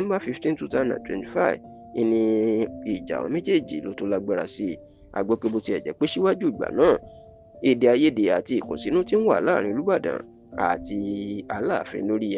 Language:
Yoruba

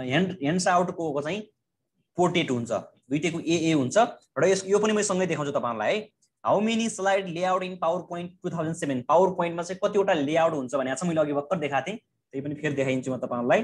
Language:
Nepali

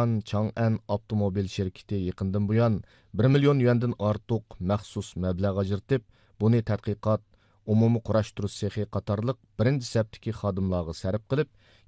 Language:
Uyghur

